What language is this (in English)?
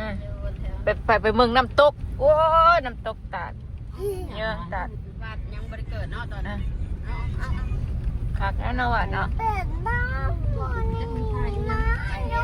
Northeastern Thai